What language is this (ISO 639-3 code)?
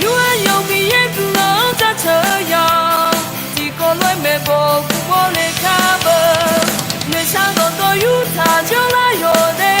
ahk